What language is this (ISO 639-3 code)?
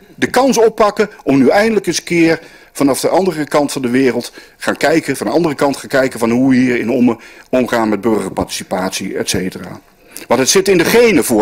nld